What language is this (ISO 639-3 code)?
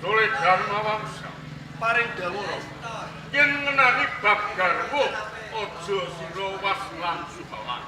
jav